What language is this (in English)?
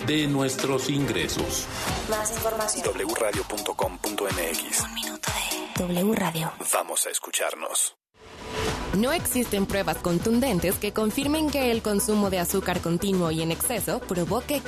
Spanish